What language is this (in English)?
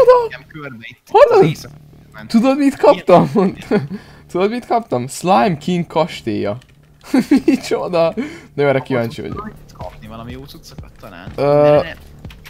Hungarian